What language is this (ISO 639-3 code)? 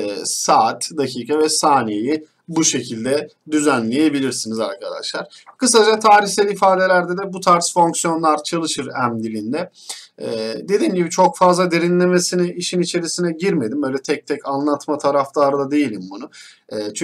tur